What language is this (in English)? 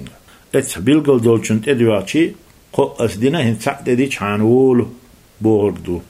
Chechen